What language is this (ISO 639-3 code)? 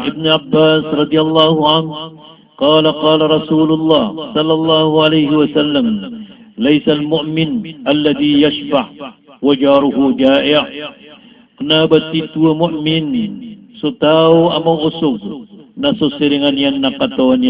mrw